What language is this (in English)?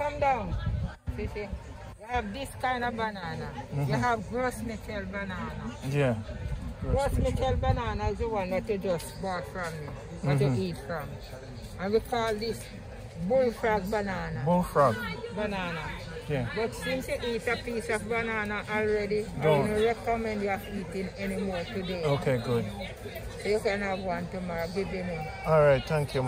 Jamaican Creole English